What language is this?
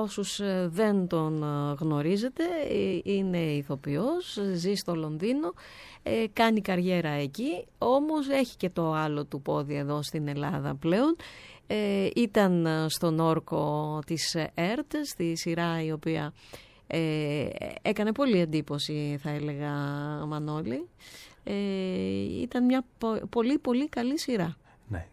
Greek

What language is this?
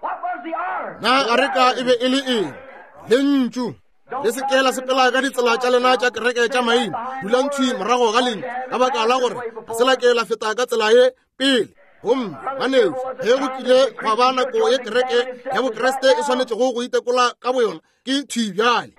Northern Sotho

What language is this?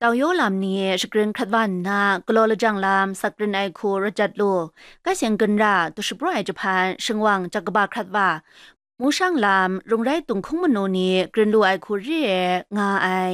Kachin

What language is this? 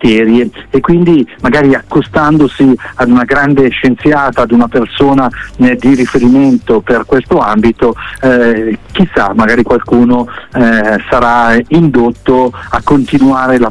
Italian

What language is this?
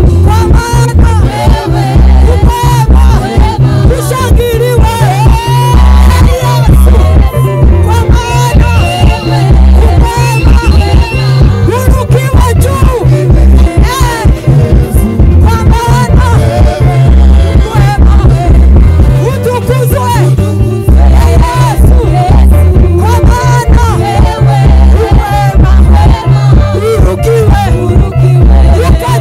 Swahili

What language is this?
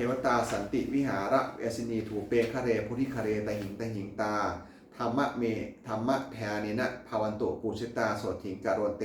Pali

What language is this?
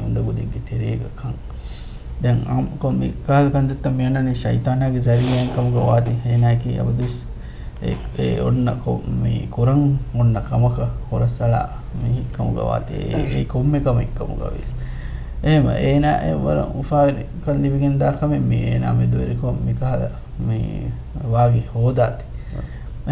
Divehi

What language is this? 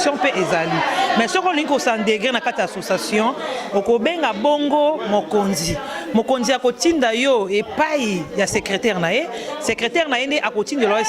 Lingala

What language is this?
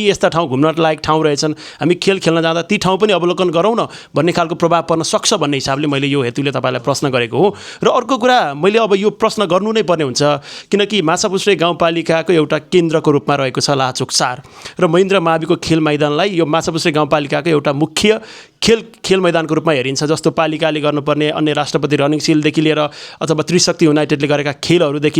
Nepali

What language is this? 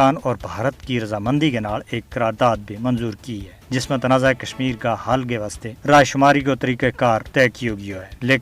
Gujari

